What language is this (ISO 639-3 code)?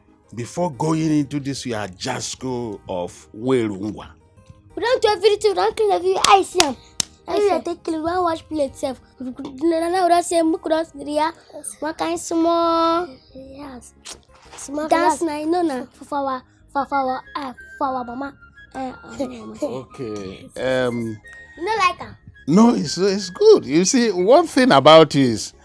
pcm